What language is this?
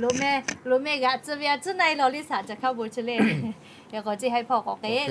Lahu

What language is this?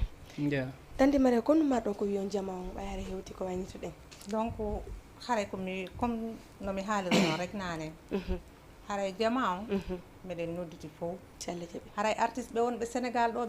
Fula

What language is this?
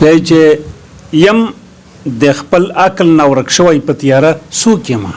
Pashto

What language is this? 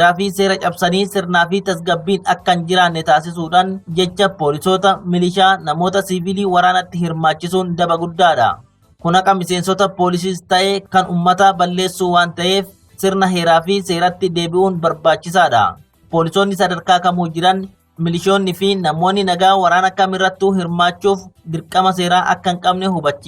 Oromo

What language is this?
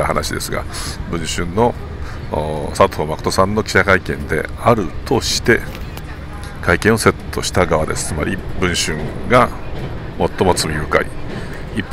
Japanese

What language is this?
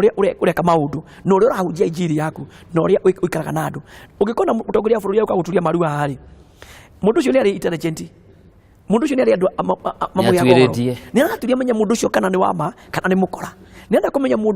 Kikuyu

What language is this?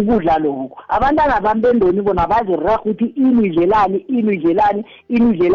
South Ndebele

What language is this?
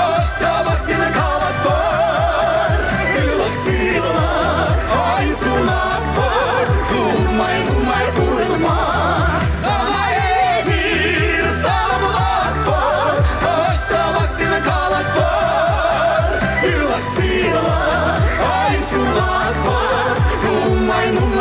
Chuvash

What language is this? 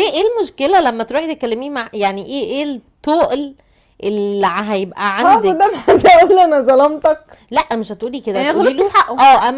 Egyptian Arabic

